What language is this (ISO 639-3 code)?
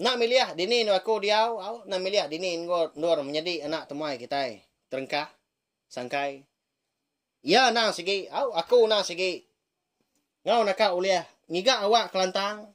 iba